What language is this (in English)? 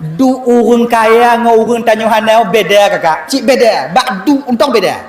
Achinese